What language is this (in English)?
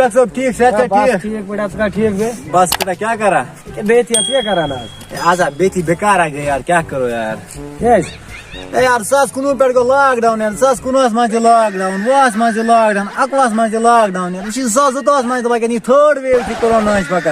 Kashmiri